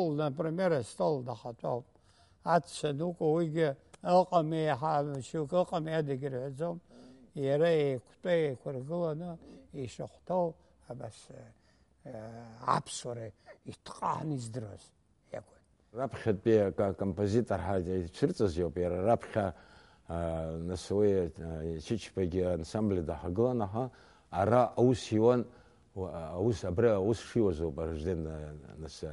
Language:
Abkhazian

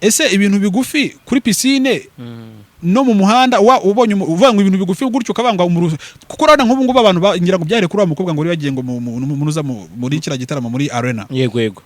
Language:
Kinyarwanda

